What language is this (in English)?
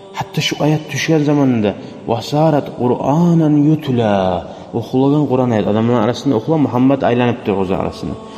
Kumyk